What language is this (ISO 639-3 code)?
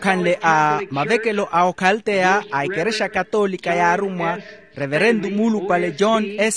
vmw